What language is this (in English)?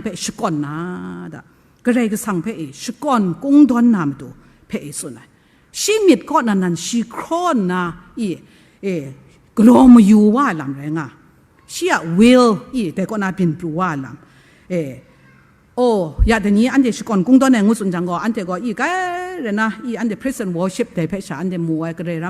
Kachin